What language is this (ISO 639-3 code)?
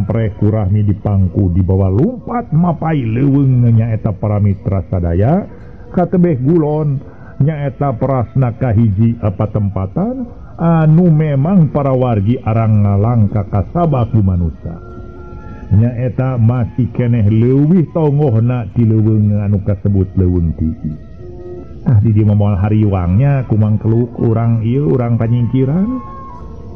sun